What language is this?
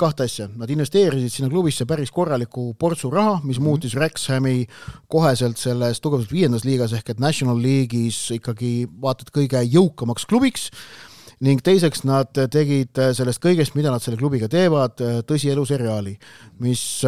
Estonian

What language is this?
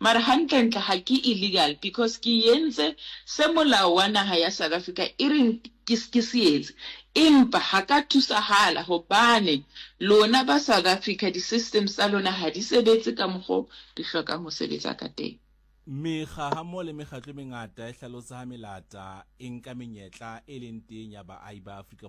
Southern Sotho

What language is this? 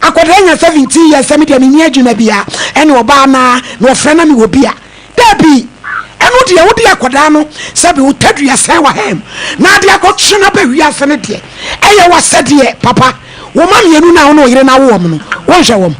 Akan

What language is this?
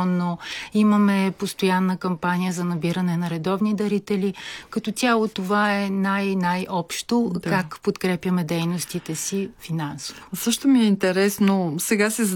Bulgarian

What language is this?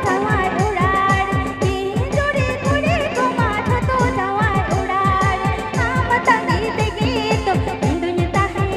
Santali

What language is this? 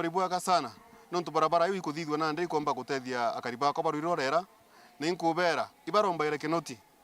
Meru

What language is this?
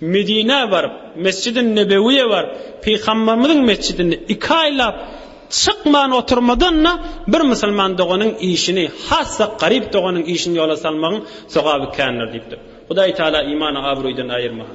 Turkmen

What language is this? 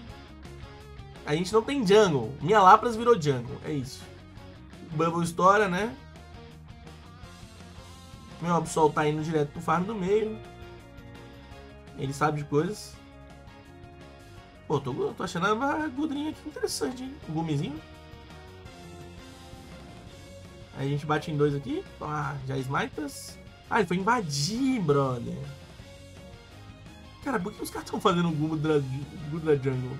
Portuguese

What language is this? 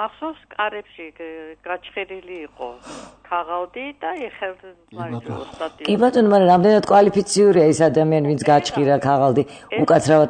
Georgian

